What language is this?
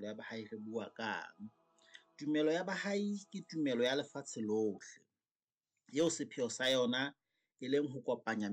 Southern Sotho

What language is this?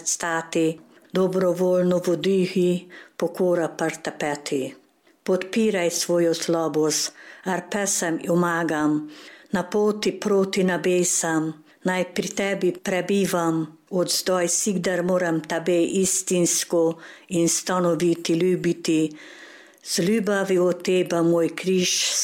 Slovenian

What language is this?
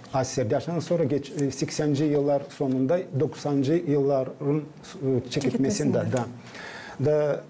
Gagauz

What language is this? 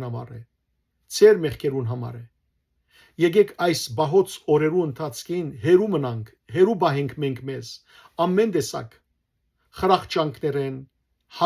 Western Armenian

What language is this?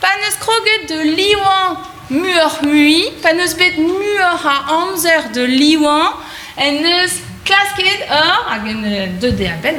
Breton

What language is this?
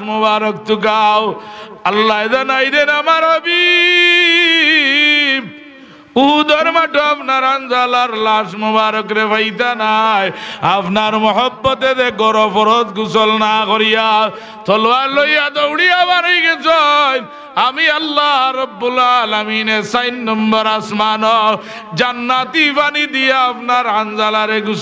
Sylheti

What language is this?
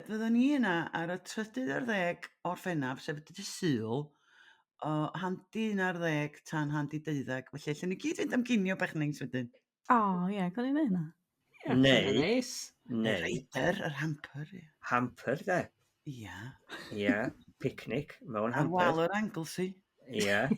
Welsh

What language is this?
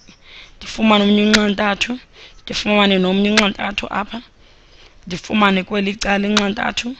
Xhosa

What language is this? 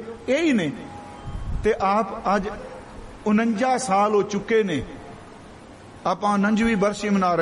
Punjabi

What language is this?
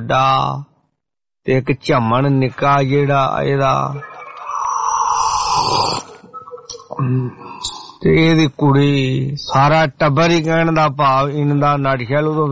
Punjabi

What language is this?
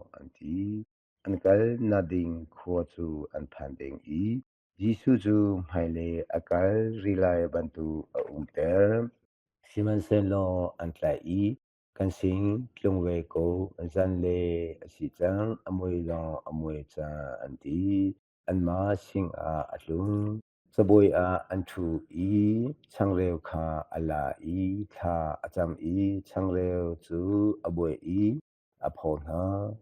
Hakha Chin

